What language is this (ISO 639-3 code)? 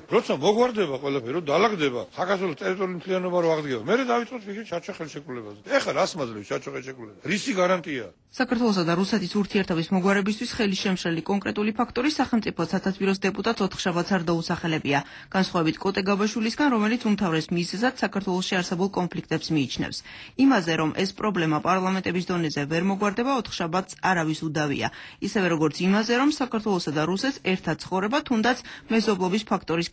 kat